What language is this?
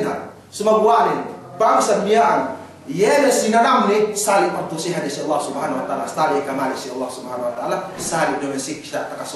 Yakan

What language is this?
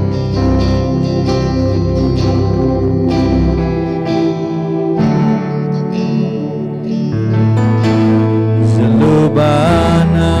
S'gaw Karen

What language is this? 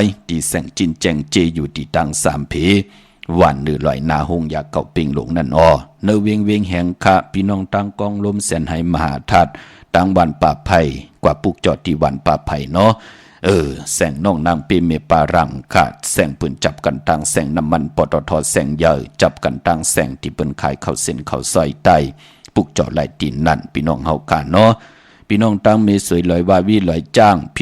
Shan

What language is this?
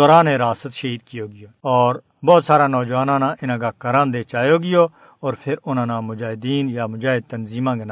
Gujari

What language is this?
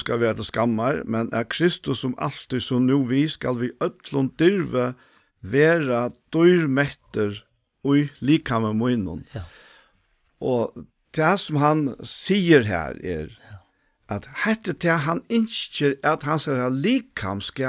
Faroese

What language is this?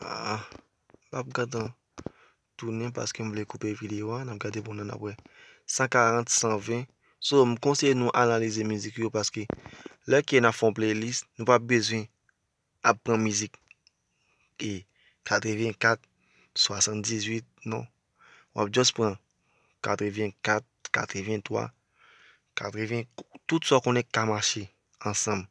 Haitian Creole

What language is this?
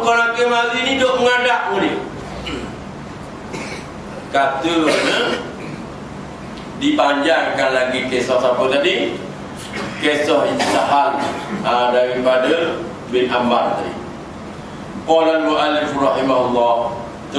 Malay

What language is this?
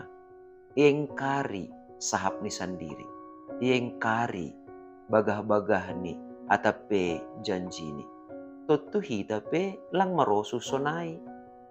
Batak Simalungun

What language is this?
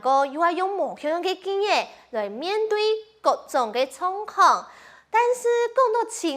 Hakka Chinese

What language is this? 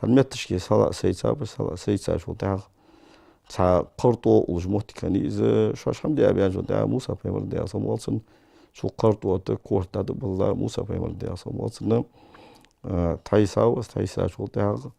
Ingush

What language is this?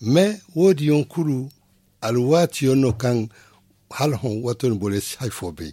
Zarma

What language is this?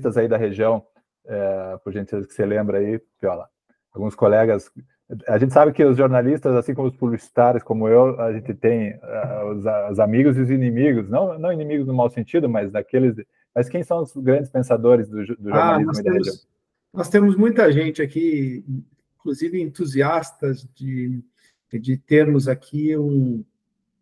Portuguese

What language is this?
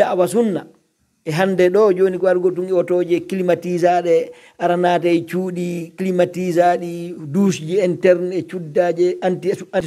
Pular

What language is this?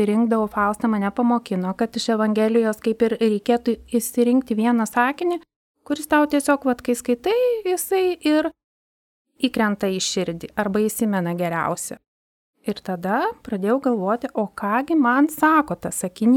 Lithuanian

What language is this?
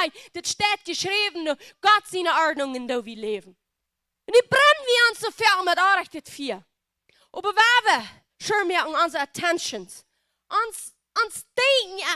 Plautdietsch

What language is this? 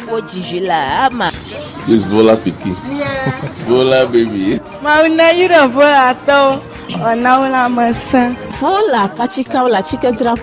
Ewe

